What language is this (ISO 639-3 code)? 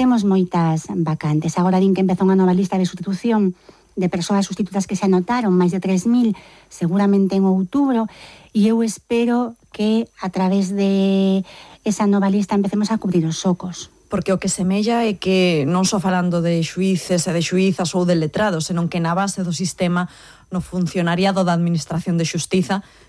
glg